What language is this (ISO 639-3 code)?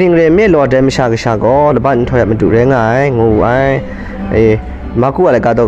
kac